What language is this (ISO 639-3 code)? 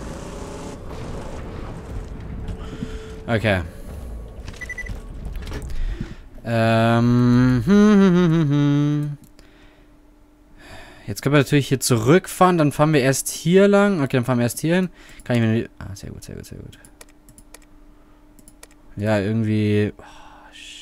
deu